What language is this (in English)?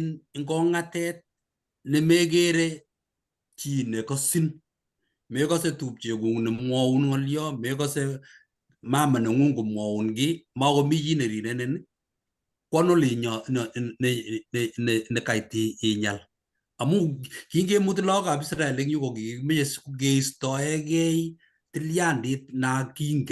Kalenjin